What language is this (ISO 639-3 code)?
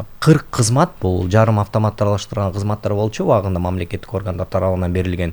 kir